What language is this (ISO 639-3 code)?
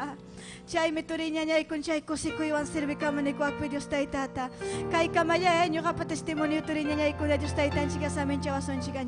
quy